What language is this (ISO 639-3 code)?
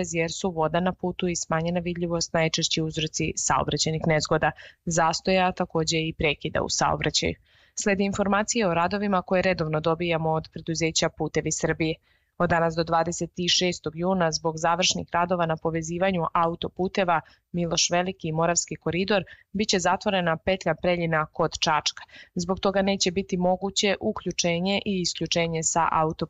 srp